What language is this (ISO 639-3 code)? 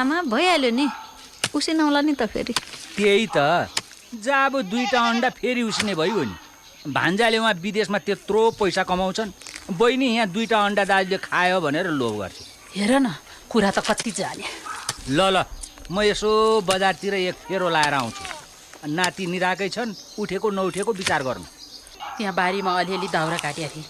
nep